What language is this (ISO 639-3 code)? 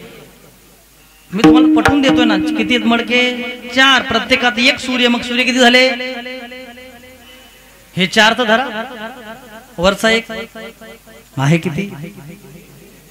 mar